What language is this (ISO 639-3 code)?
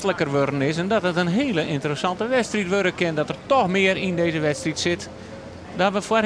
fry